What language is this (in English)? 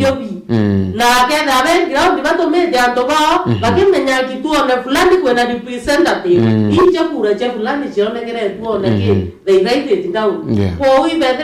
Meru